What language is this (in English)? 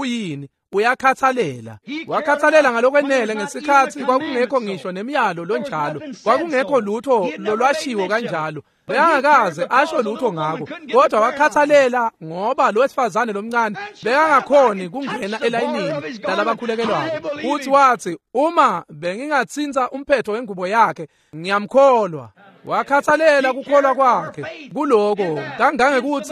Swati